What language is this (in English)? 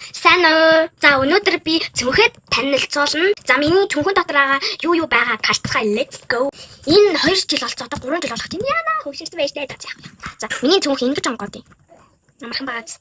Mongolian